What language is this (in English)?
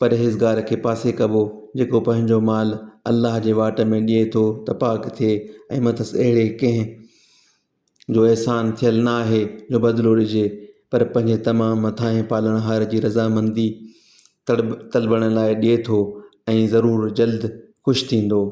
Sindhi